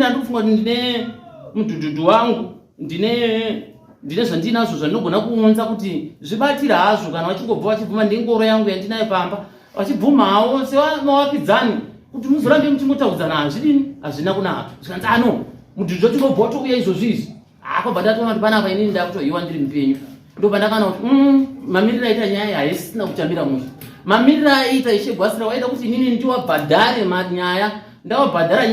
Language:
Shona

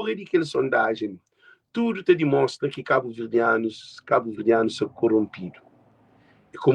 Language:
Kabuverdianu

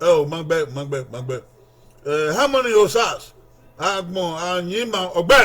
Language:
Bini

